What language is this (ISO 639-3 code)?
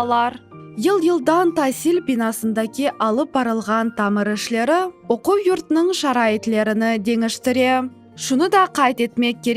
crh